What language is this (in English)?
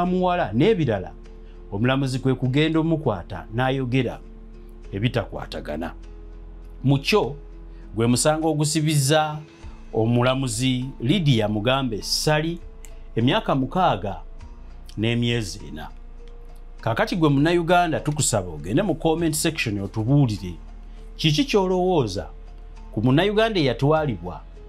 Ganda